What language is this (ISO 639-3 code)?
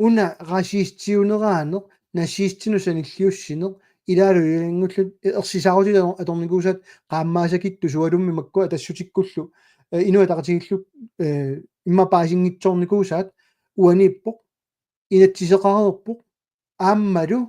kal